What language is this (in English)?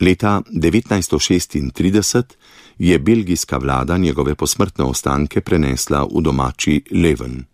Slovenian